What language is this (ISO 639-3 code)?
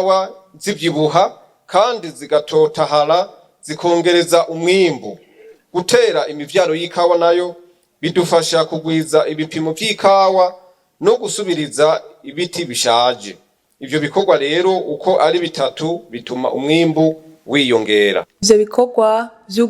run